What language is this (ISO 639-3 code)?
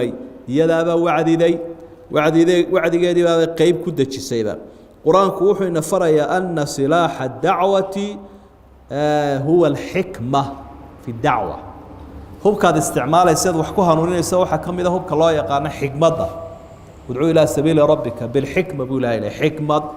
som